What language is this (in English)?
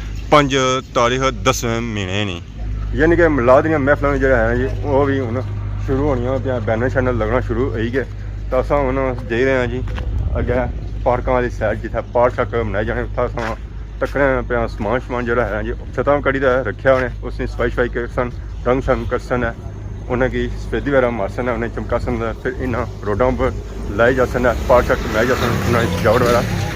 Pahari-Potwari